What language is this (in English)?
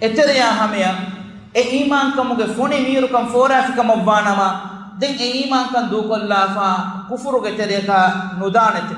Divehi